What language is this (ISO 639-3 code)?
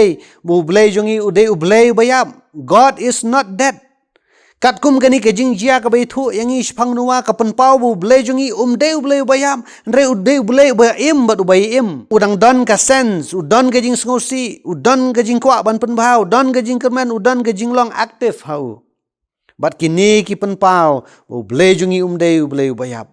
kha